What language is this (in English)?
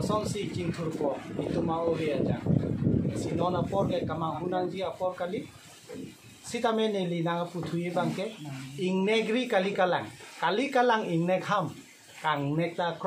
Karbi